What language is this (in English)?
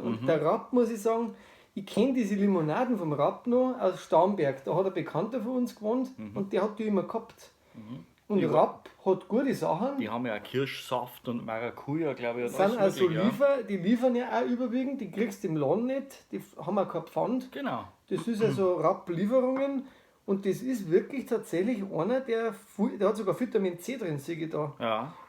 Bavarian